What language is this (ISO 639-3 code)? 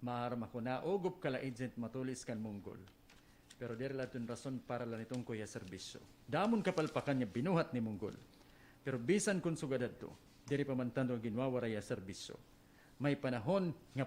war